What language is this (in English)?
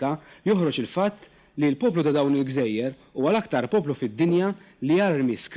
Maltese